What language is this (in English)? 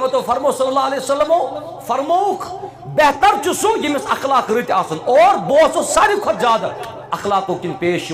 Kashmiri